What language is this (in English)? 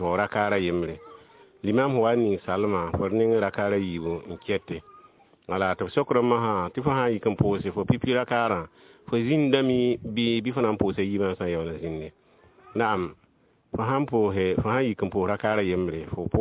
Mossi